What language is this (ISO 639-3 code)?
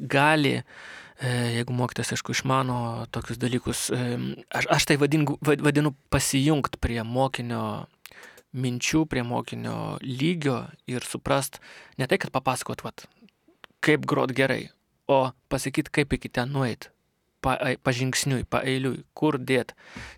lit